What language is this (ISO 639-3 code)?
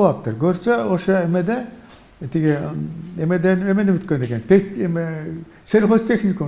kir